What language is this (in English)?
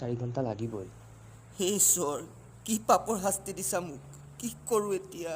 Assamese